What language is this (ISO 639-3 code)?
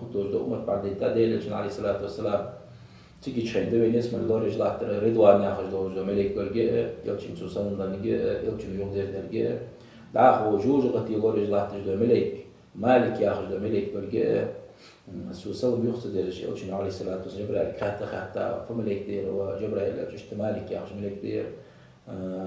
inh